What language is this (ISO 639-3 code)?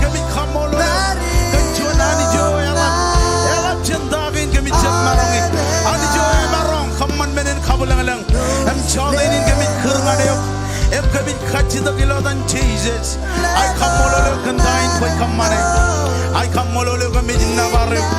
mah